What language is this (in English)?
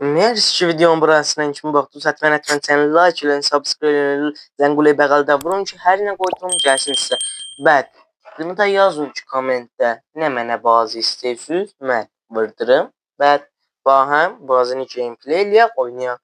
South Azerbaijani